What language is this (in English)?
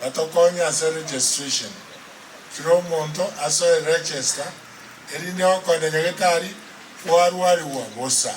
Gusii